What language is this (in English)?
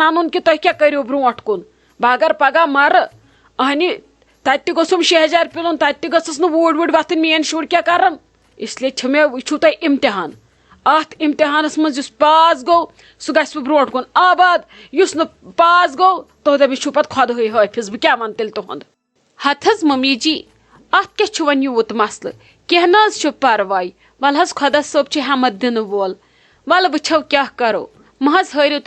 Kashmiri